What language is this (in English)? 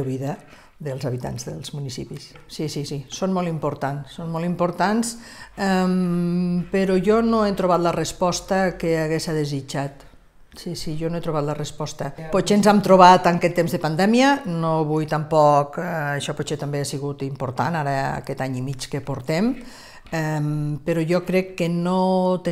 Catalan